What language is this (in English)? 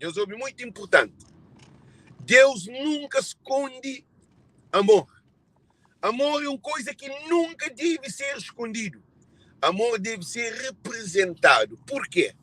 Kabuverdianu